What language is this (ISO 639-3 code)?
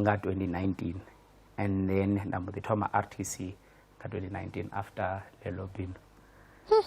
ven